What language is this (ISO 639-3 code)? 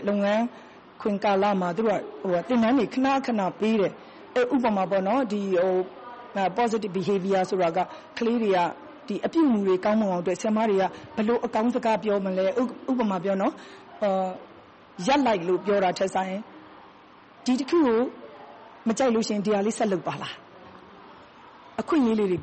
mya